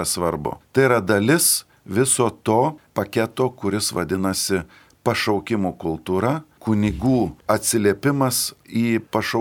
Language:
Lithuanian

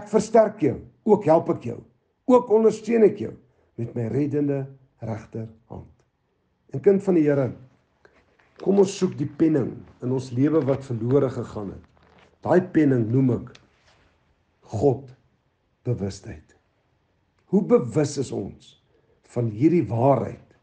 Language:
Afrikaans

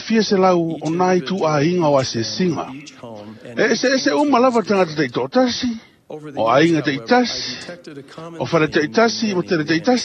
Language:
Samoan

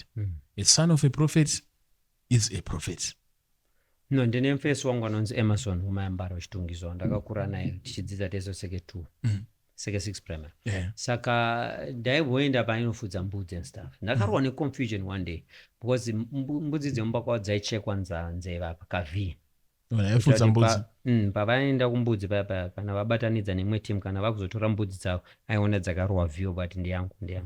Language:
Shona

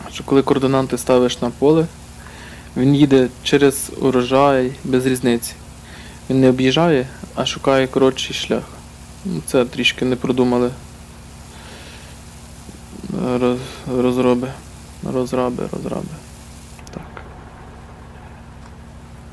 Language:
Ukrainian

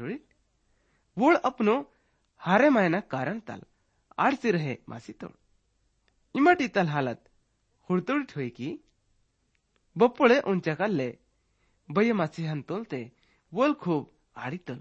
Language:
Gondi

